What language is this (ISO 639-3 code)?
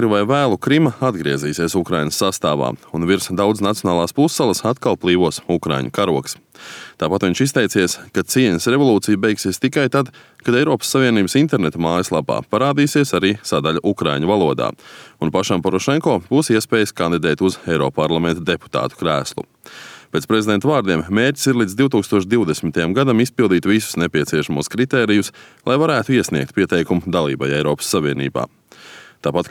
lav